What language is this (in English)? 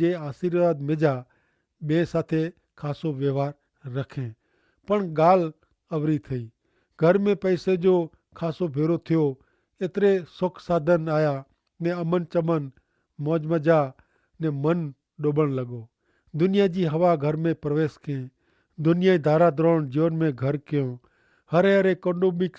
Kachhi